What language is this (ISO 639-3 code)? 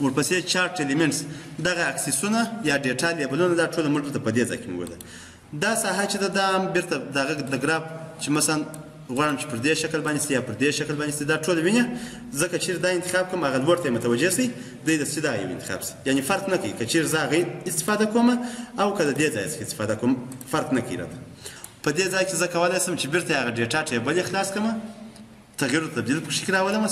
pus